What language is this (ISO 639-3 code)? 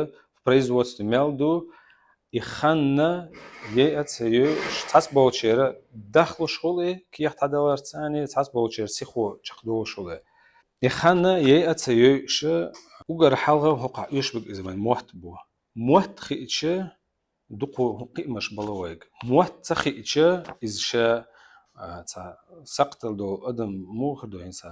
che